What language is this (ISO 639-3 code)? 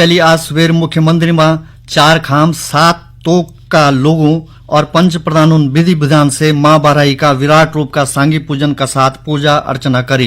gbm